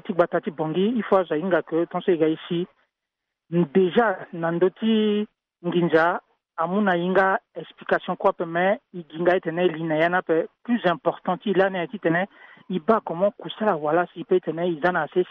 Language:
Sango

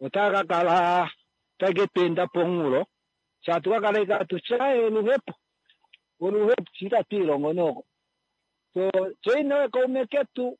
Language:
Kuanyama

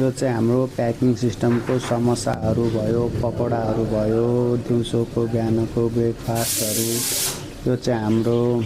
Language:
Nepali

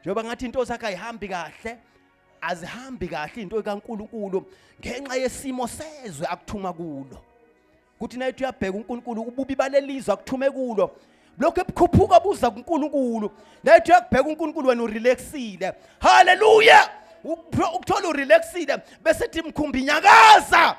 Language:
Zulu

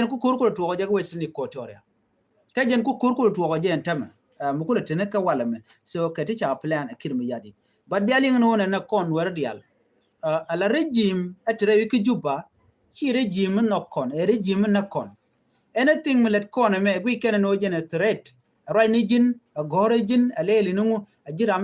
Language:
Nuer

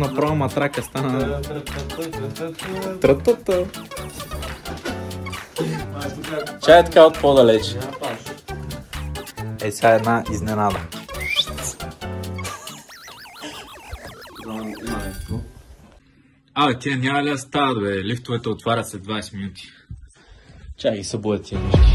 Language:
Bulgarian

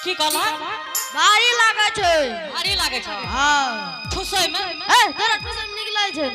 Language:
Angika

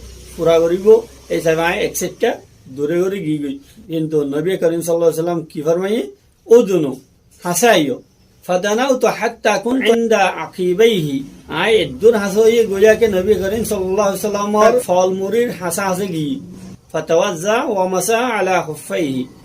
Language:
Rohingya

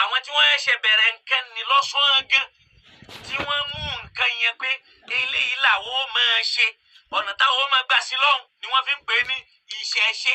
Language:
Yoruba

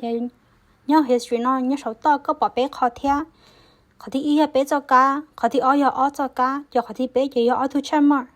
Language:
Hmong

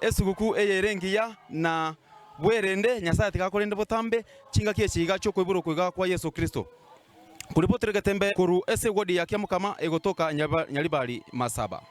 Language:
Gusii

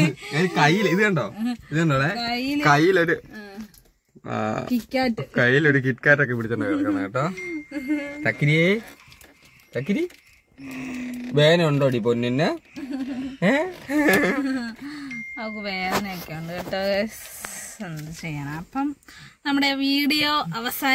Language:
Malayalam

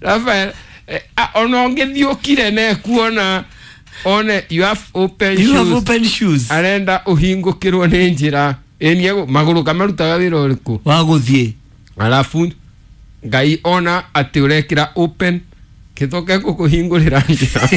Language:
Kikuyu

